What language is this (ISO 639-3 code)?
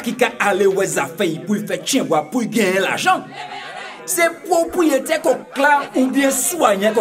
gcf